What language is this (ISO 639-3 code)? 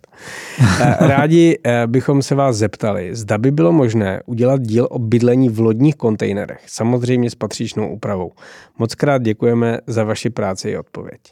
ces